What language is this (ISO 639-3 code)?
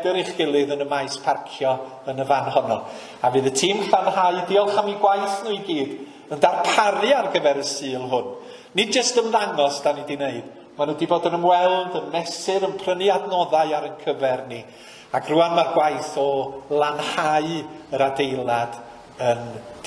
cym